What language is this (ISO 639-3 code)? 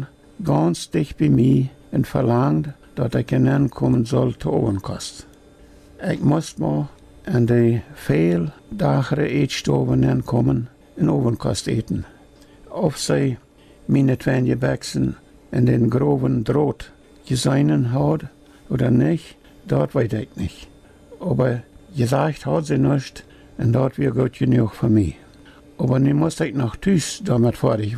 pdt